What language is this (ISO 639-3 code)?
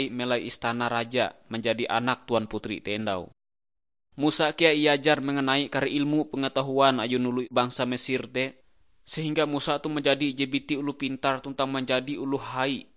nij